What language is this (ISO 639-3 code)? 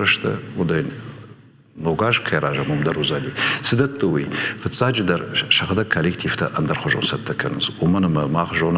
oss